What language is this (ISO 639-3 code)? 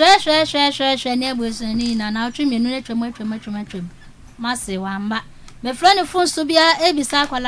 aka